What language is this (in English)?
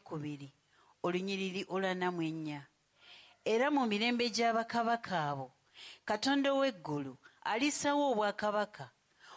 Ganda